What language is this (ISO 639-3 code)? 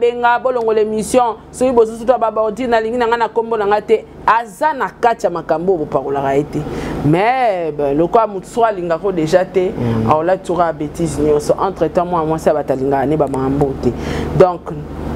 lin